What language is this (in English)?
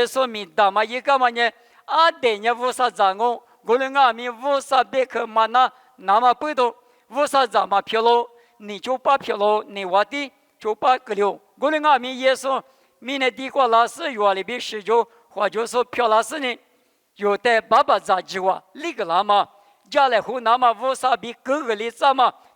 Lisu